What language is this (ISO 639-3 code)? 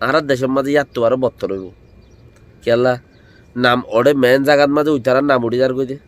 rhg